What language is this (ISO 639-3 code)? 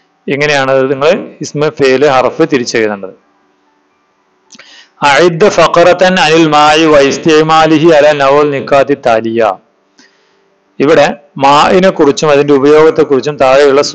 mal